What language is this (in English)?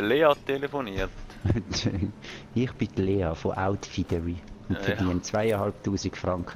Swiss German